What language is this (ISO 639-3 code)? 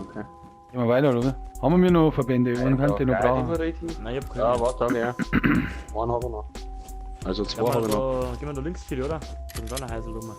bar